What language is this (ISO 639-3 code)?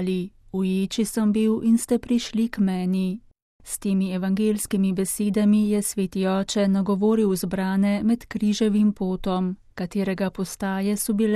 slv